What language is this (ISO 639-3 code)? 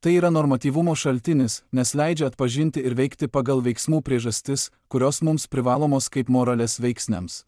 lit